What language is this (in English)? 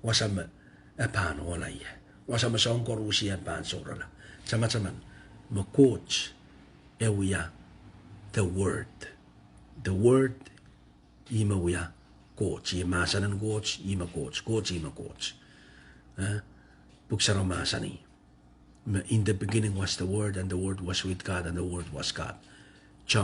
Pohnpeian